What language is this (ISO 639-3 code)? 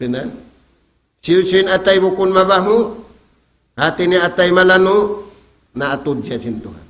tsg